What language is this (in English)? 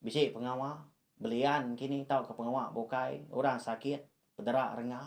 Iban